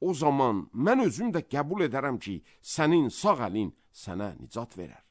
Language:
Azerbaijani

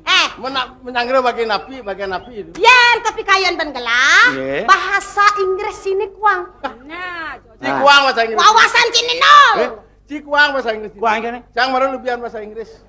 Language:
Balinese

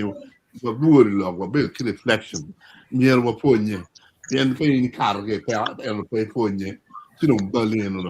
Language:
Acoli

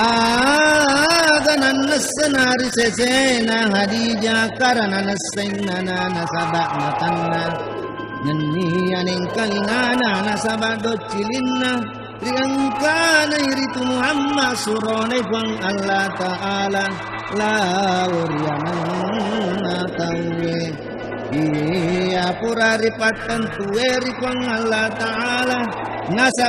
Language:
Buginese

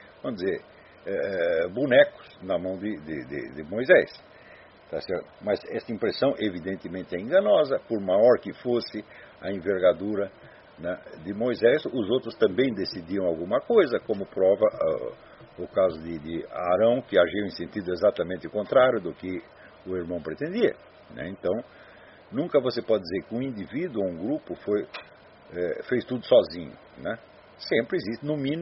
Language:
Portuguese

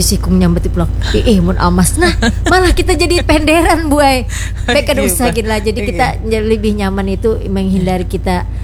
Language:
Banjar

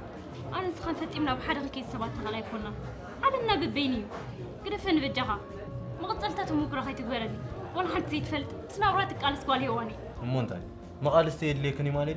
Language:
Tigrinya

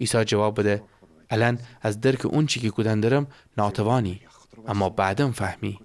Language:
Gilaki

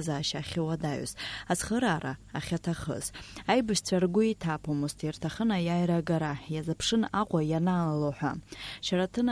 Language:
Abkhazian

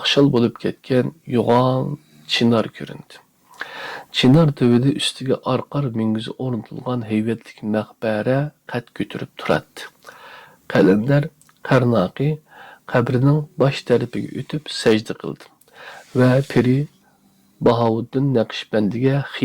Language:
Uyghur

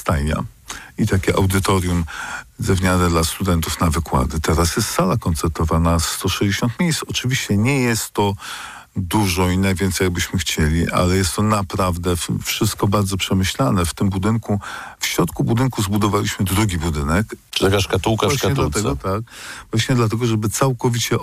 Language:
Polish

